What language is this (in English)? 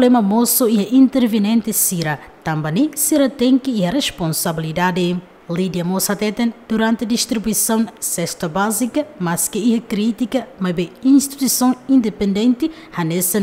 Tetum